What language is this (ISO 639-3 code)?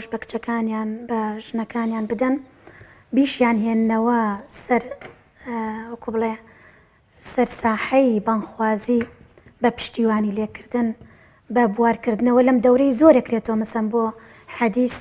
ckb